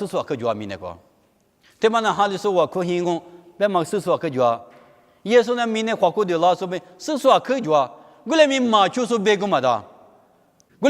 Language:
Lisu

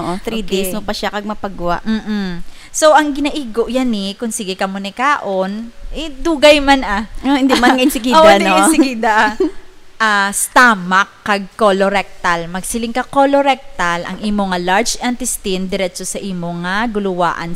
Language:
Hiligaynon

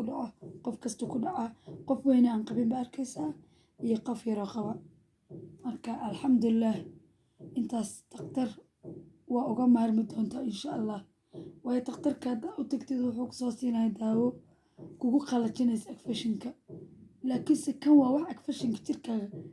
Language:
Somali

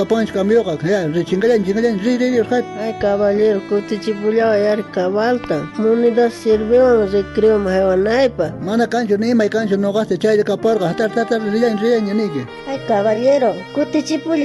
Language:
South Bolivian Quechua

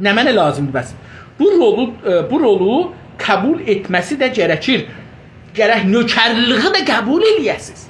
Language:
South Azerbaijani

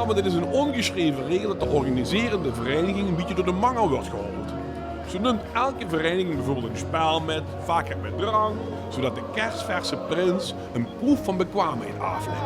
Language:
Limburgish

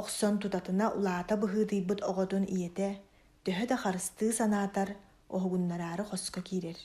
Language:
Yakut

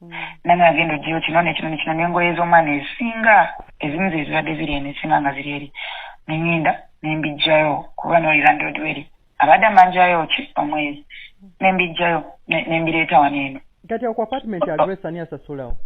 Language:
Ganda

